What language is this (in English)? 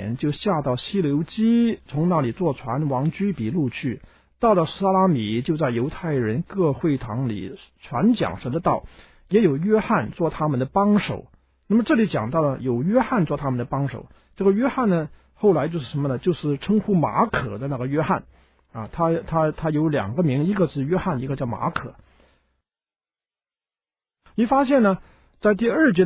Chinese